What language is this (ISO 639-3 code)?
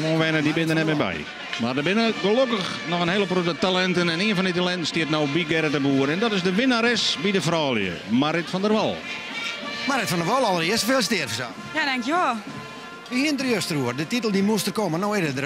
fry